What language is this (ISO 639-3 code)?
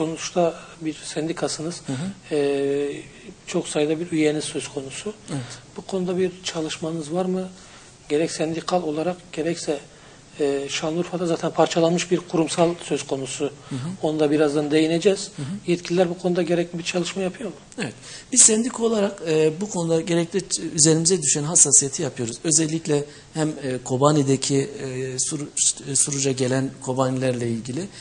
tur